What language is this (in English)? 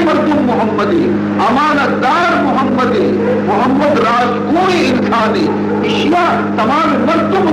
Baluchi